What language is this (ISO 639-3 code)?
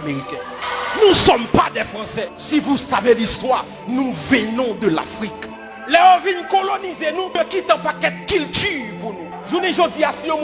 hat